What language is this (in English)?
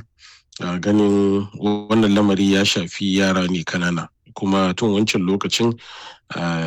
Hausa